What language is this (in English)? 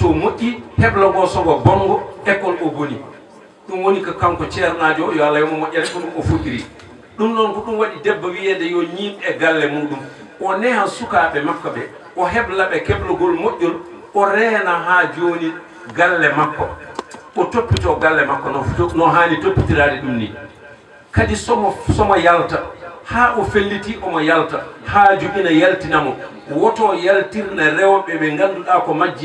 Fula